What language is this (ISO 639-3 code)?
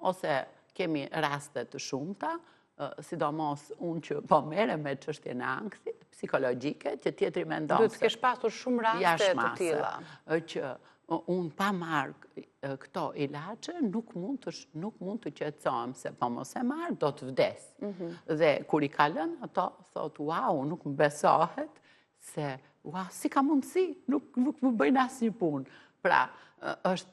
sqi